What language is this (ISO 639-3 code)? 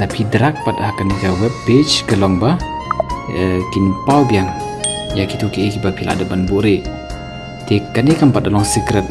kha